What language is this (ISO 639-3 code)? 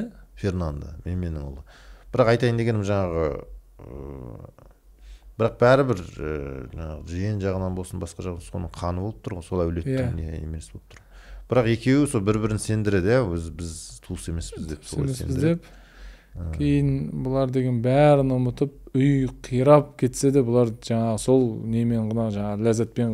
kaz